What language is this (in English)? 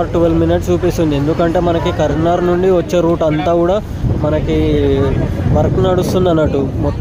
Telugu